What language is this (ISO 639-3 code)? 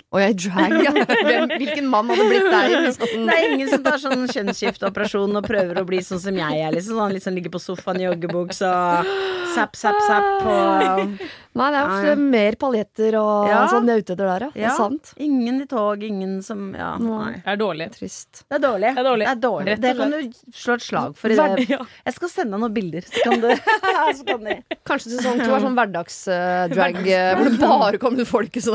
nor